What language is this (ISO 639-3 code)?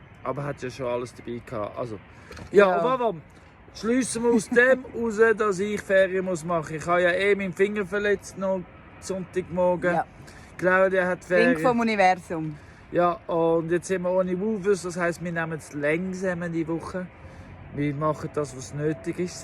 gsw